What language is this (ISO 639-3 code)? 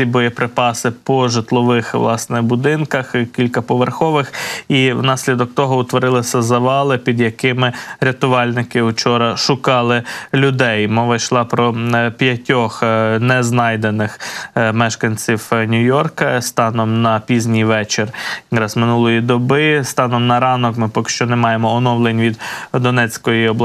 ukr